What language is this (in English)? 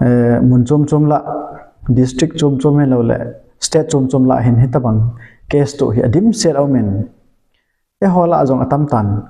Thado Chin